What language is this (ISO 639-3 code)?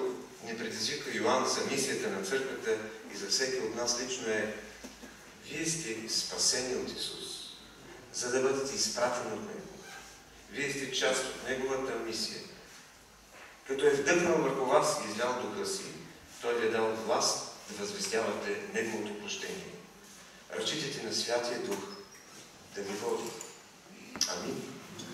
bul